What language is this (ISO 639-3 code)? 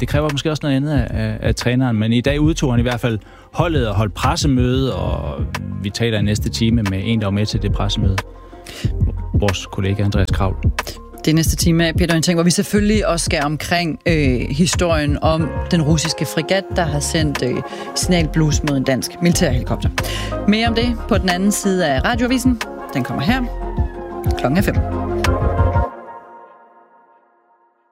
dan